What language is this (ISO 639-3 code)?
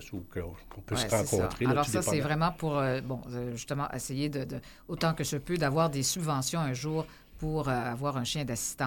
fra